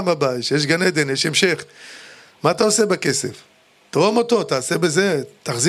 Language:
Hebrew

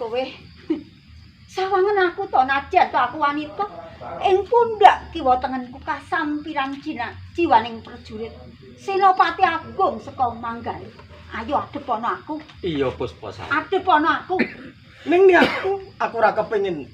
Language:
Javanese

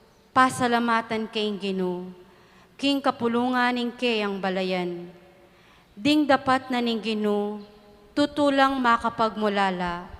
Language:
Pampanga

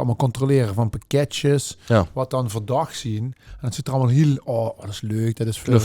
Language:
Limburgish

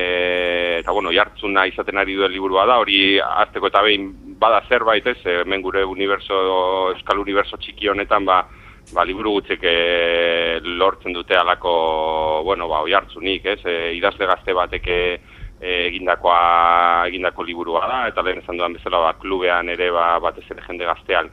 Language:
Basque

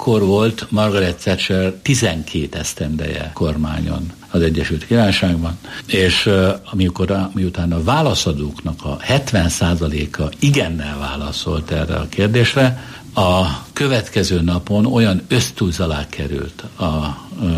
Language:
Hungarian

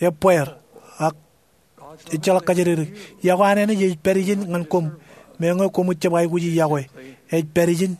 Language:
Marshallese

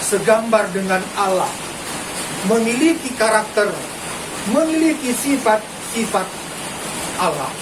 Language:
Batak Karo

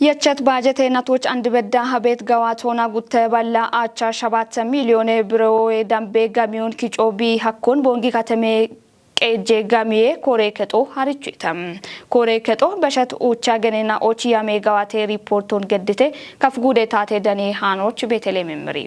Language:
Kafa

